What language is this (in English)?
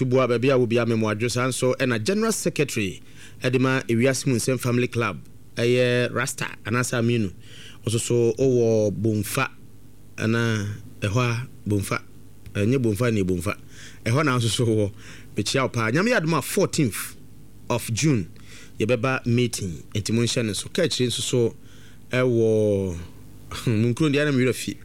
Akan